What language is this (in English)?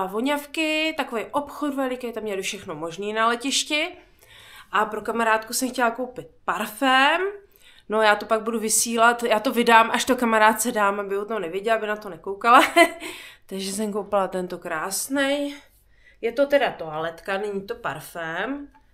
Czech